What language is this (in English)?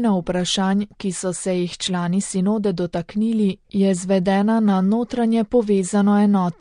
Slovenian